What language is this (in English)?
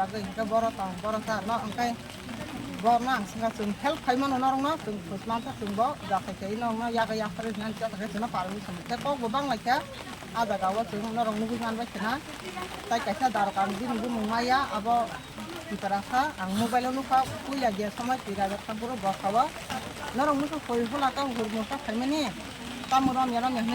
Kok Borok